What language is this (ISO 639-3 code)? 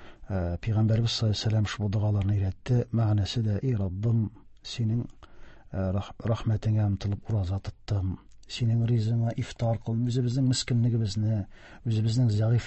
tat